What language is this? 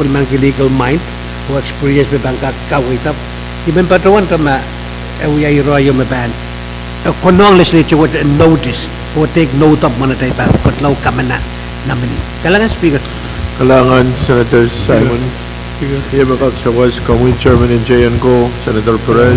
Pohnpeian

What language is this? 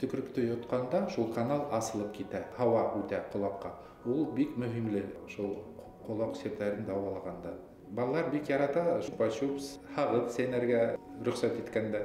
Bashkir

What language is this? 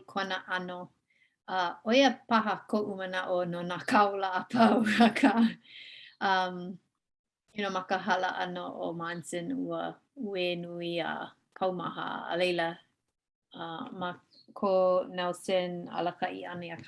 Hawaiian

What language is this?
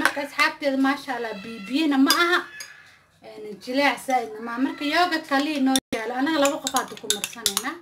Somali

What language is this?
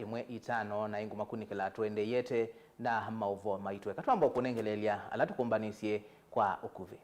Kamba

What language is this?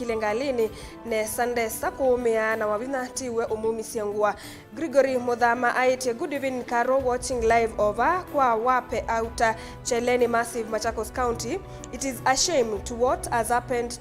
Kamba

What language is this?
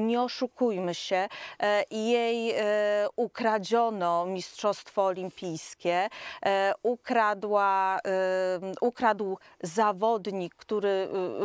Polish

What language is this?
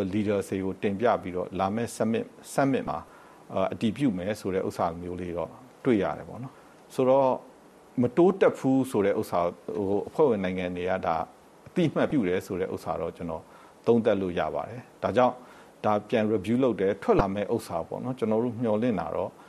Burmese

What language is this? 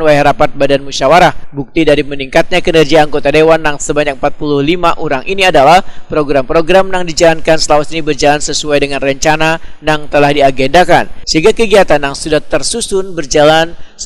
Banjar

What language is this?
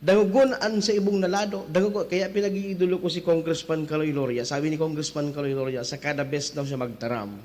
Bikol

